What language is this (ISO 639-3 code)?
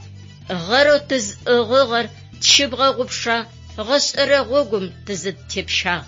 ady